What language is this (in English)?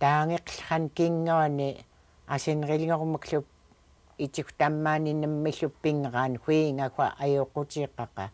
Central Yupik